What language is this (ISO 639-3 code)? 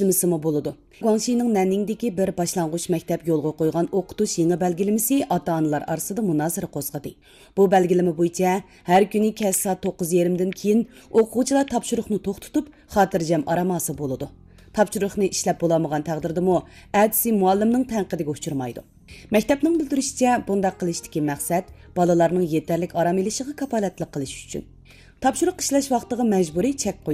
uig